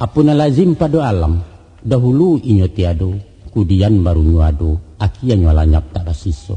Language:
Minangkabau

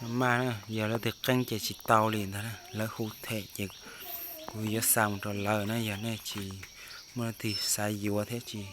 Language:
Hmong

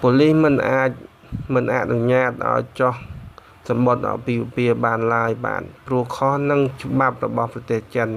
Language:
Khmer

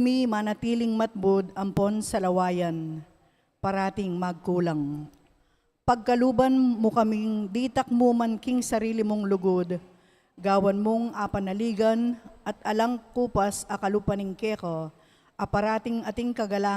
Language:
Pampanga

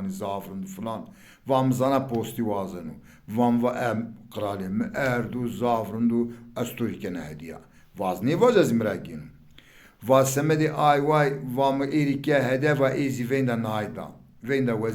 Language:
Zaza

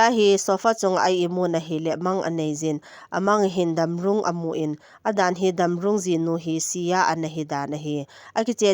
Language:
Thado Chin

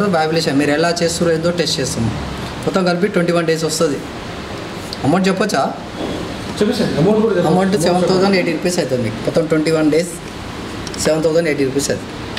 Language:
Telugu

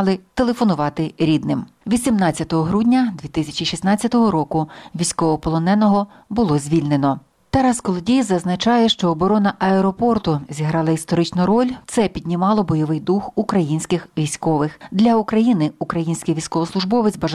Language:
Ukrainian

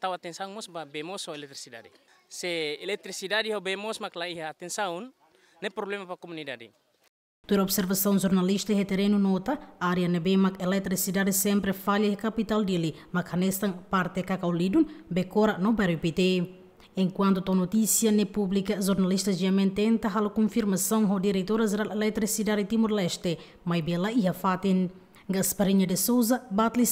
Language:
Tetum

